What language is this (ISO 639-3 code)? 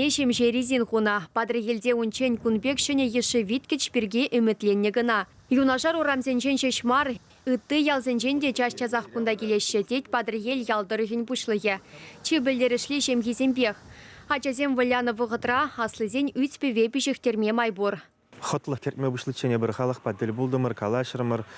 chv